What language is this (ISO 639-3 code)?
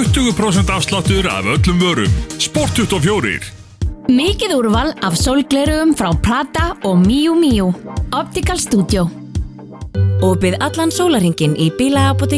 isl